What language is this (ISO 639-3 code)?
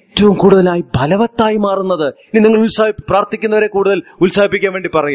mal